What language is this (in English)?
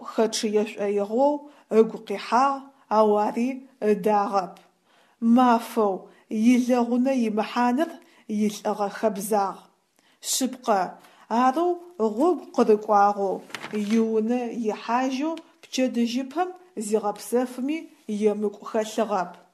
Adyghe